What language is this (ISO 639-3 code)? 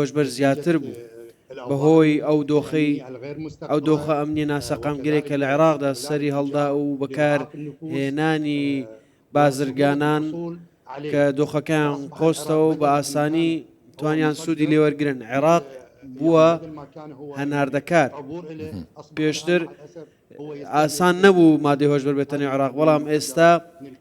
ckb